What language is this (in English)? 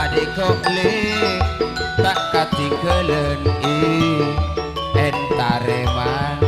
Madurese